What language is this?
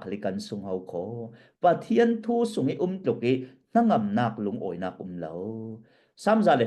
Falam Chin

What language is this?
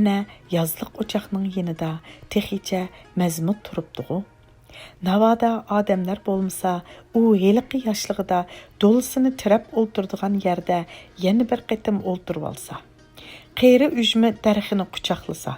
Uyghur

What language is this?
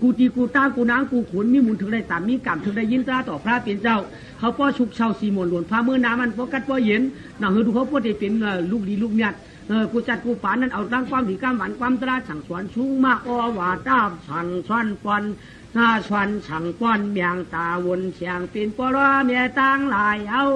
Shan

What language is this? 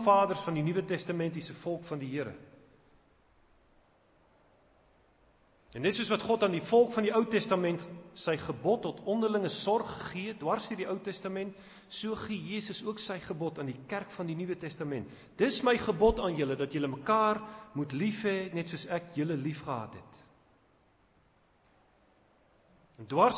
Afrikaans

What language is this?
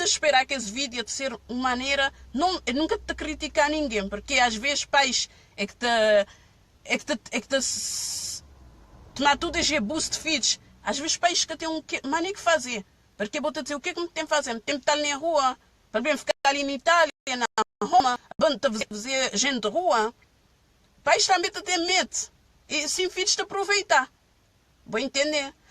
Kabuverdianu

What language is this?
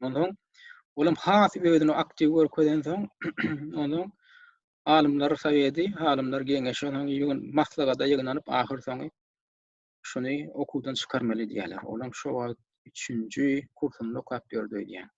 Turkmen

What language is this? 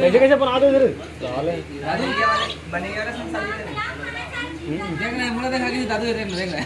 Chhattisgarhi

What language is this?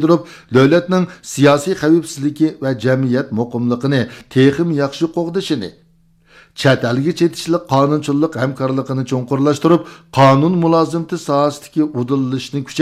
Uyghur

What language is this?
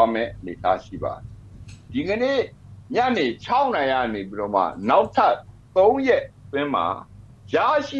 Burmese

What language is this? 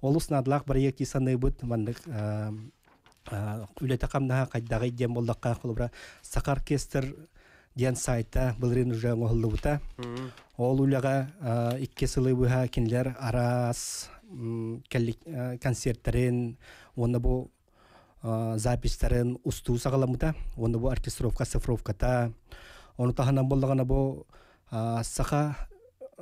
Yakut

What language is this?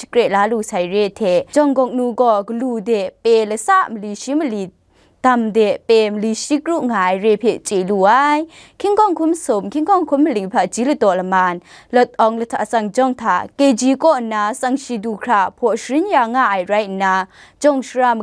Kachin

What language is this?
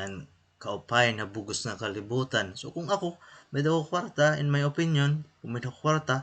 Waray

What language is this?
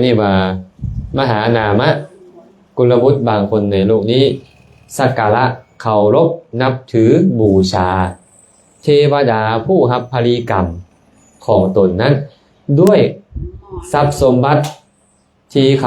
Lao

